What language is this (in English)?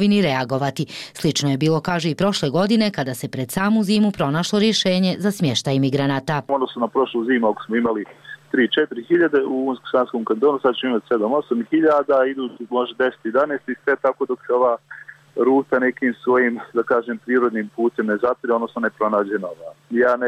Bosnian